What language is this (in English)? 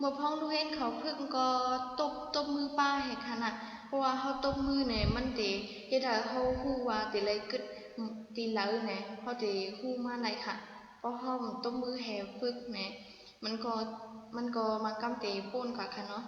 Shan